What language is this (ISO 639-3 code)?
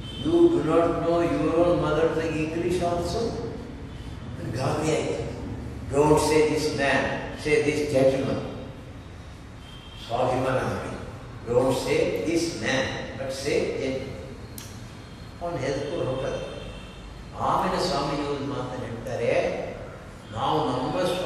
kan